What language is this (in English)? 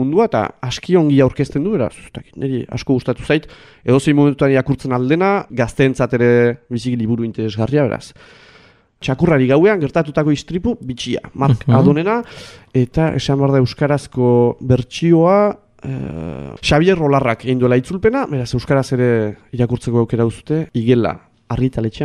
Basque